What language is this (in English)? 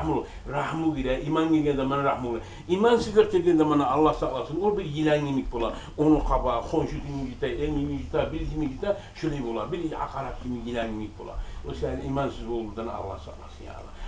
Kumyk